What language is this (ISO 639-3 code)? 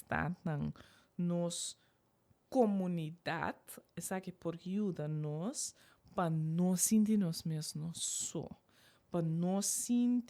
pap